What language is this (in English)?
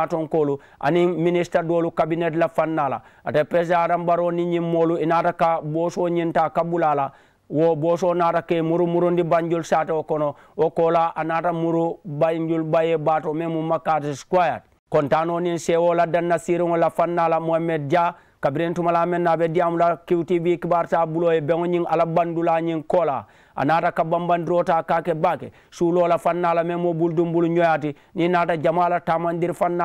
Mandingo